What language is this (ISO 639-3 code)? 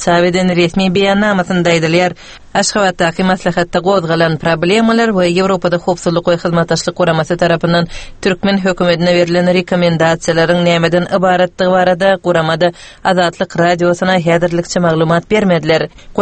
tuk